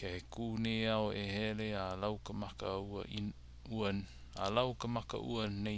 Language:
Hawaiian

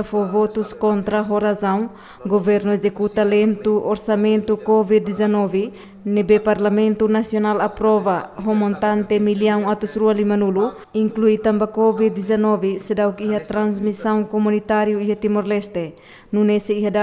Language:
Tetum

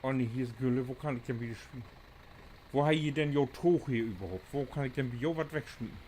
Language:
Low German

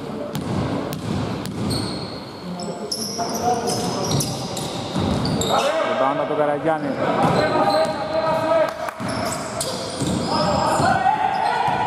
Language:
Greek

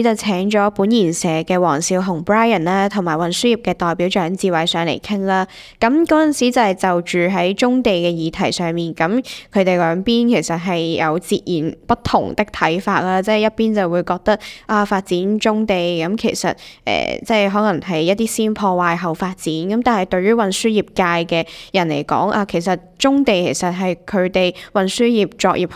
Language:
Cantonese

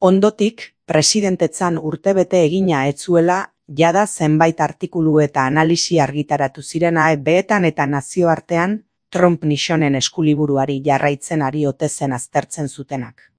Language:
Basque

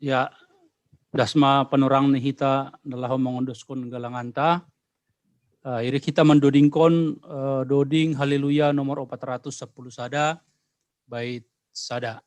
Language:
Batak Simalungun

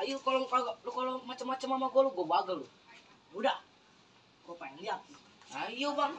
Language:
Betawi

